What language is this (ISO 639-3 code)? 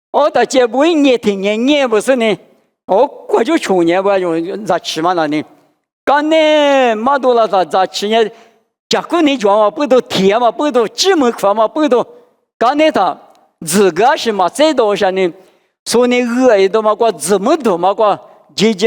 lis